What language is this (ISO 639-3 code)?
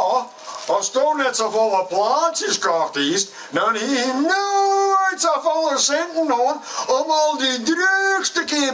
fry